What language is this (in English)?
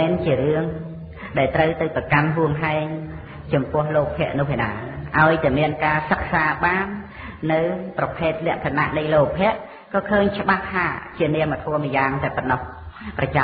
Khmer